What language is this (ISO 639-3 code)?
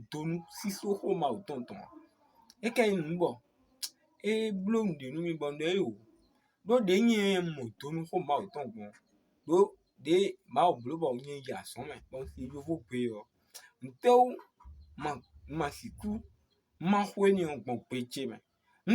fon